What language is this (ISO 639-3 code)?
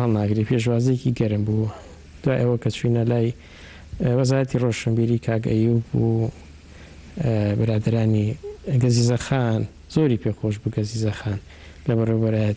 ckb